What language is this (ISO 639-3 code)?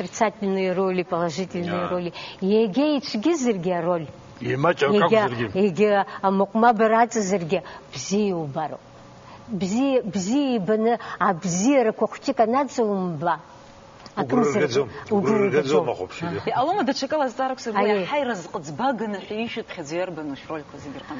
abk